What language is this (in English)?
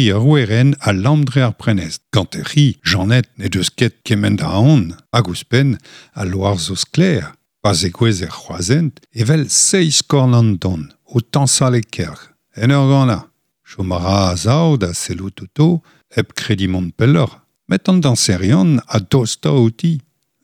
Breton